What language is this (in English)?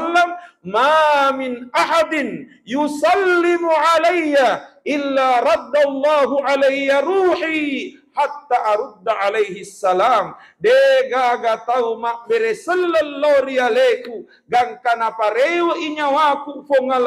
Buginese